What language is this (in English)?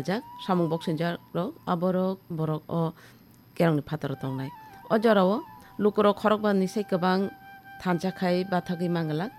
Kok Borok